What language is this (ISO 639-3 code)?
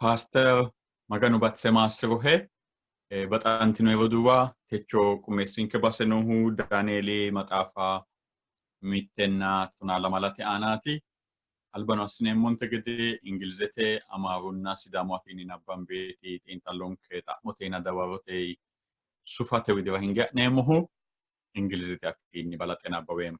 sid